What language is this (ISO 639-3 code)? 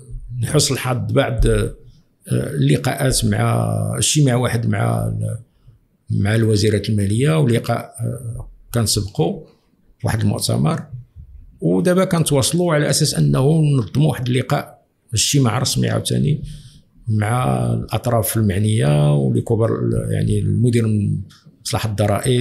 ary